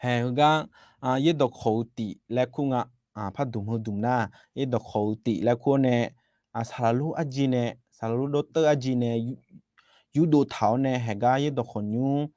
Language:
Akha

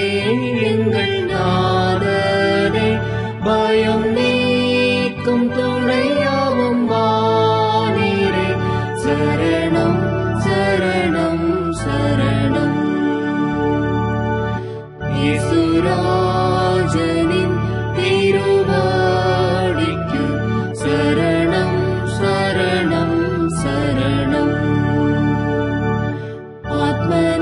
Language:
Tamil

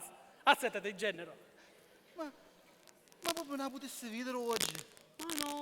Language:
Sicilian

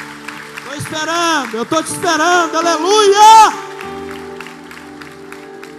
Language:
Portuguese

